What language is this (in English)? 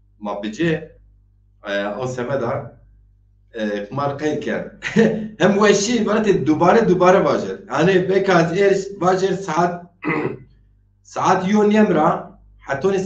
Zaza